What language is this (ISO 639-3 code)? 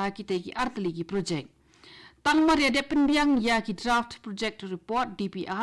kha